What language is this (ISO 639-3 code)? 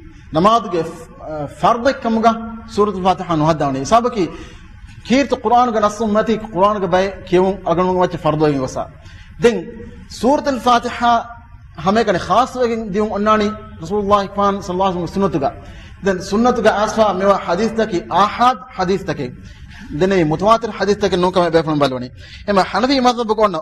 div